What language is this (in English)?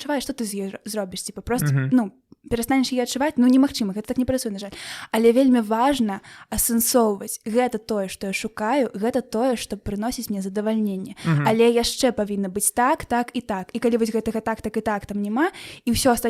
Belarusian